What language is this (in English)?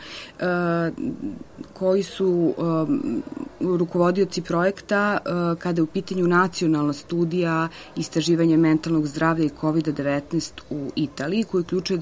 Serbian